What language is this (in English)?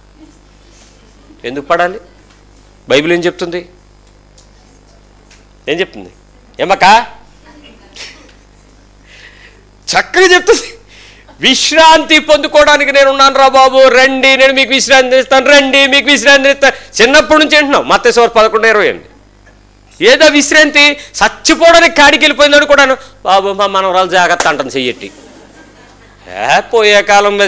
Telugu